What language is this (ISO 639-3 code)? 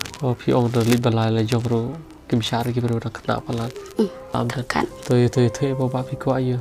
kha